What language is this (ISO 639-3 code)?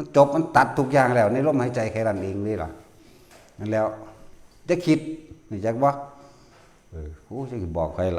tts